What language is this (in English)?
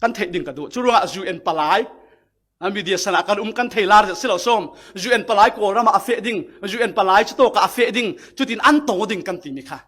Falam Chin